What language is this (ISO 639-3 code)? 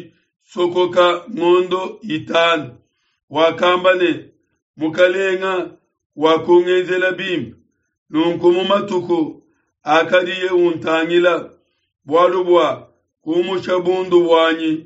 lua